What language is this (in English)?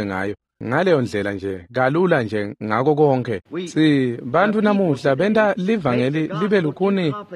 Swati